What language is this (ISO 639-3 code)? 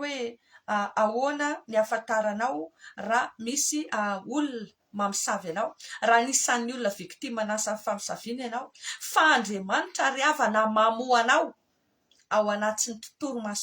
mlg